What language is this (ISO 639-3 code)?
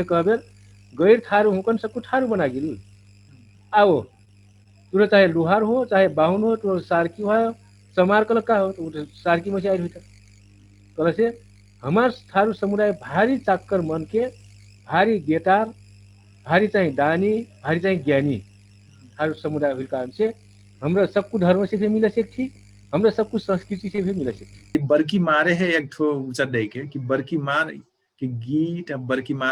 thl